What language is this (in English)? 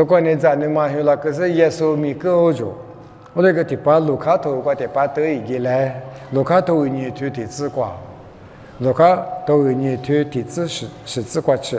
Lisu